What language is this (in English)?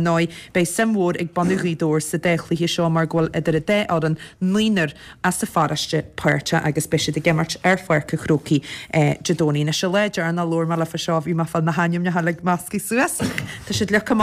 Irish